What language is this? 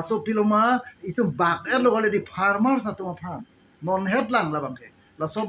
Karbi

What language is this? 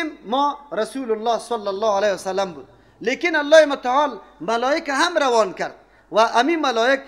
Persian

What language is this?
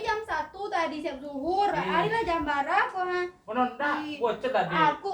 Minangkabau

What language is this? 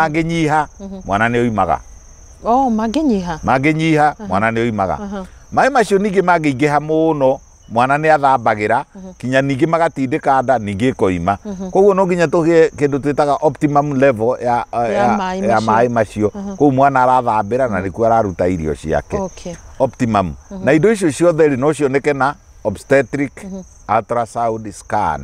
Kikuyu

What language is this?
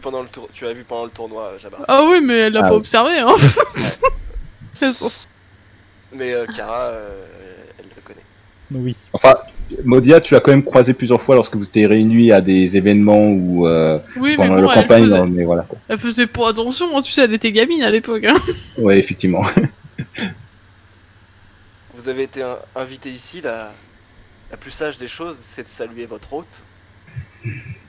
French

